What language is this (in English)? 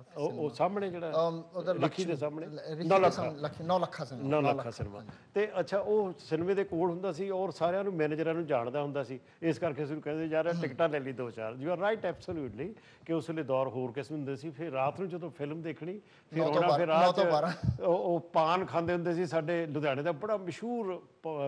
Punjabi